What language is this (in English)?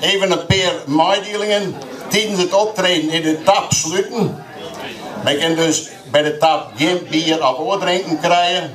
Western Frisian